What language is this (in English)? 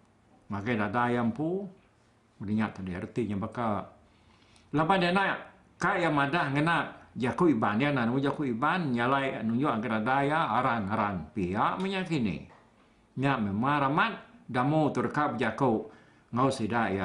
Iban